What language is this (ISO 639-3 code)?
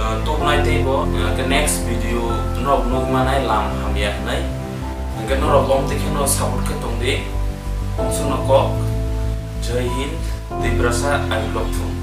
trp